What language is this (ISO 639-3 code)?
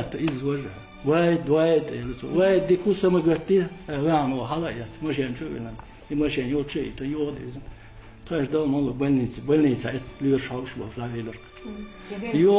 che